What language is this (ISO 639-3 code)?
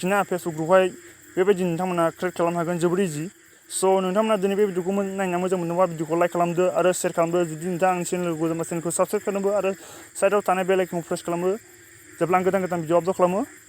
brx